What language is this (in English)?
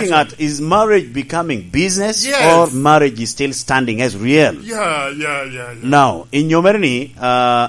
Lango (Uganda)